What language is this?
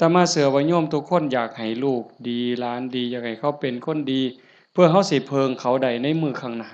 Lao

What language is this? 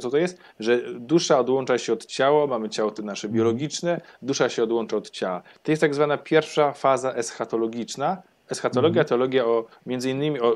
Polish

